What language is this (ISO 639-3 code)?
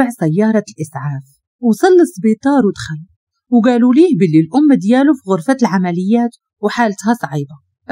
ary